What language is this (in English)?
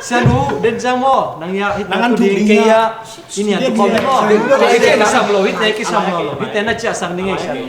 Tedim Chin